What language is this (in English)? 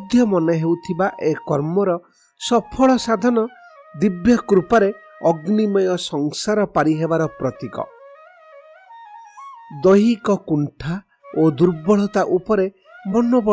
Odia